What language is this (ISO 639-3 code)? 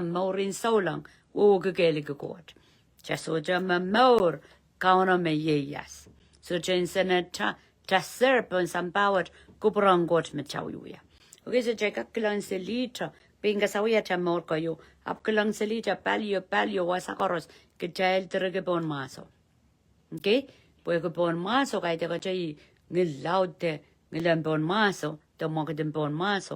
pon